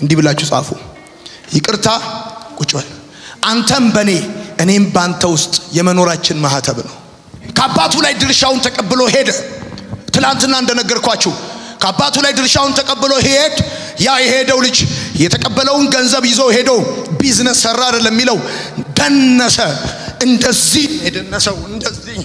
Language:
Amharic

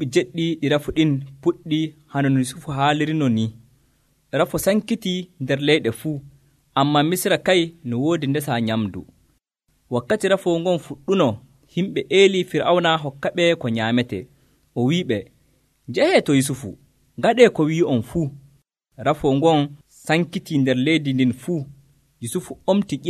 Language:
Nigerian Fulfulde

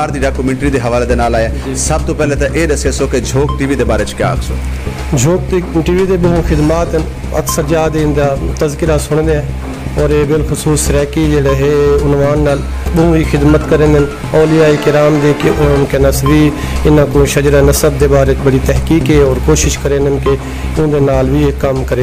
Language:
Saraiki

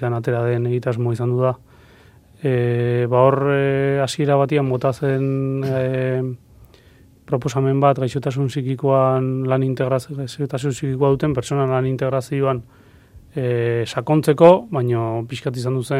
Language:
Basque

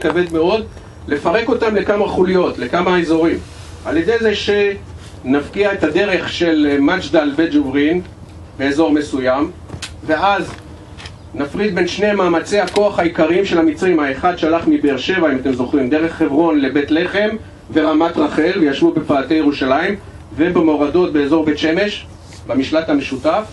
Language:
Hebrew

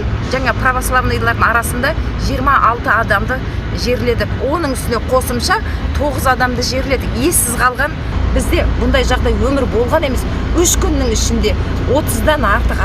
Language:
Kazakh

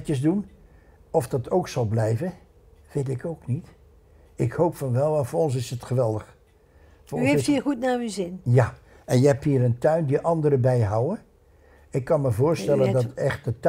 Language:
Dutch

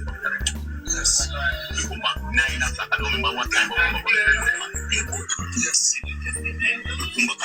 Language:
Jamaican Creole English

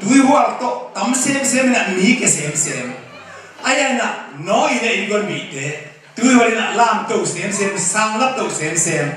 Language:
Tedim Chin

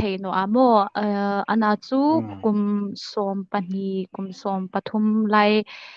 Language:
Hmar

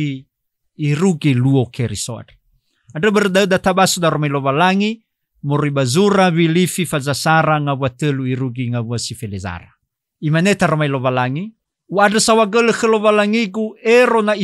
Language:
Nias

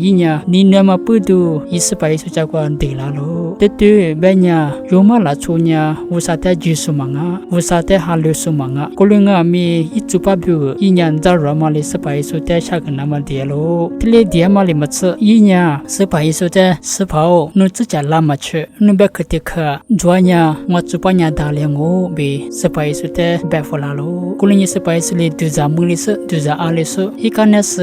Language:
Lisu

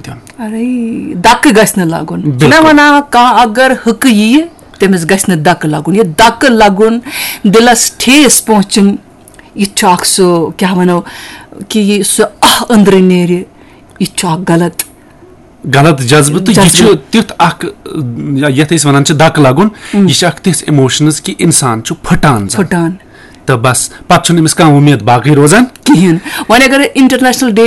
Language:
Kashmiri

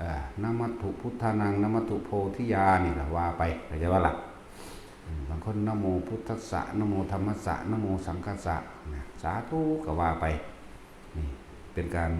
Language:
Northeastern Thai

